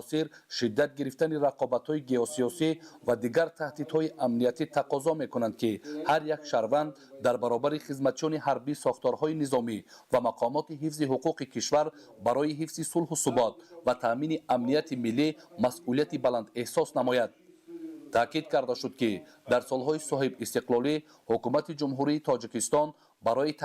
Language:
Tajik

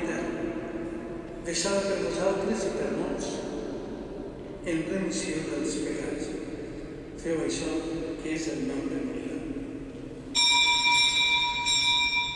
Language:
Catalan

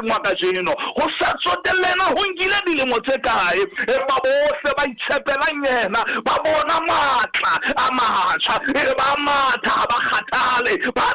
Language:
Southern Sotho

